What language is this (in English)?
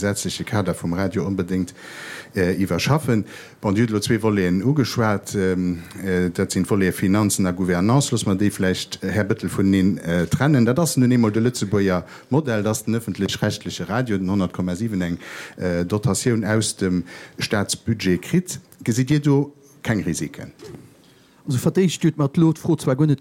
Luxembourgish